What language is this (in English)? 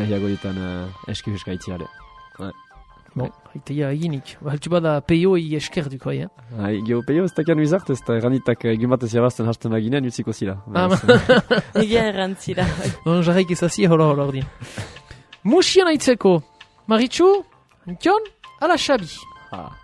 Basque